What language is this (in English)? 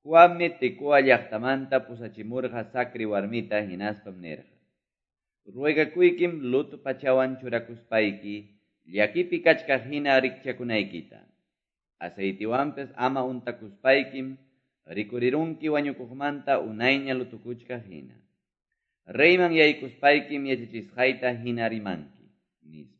Quechua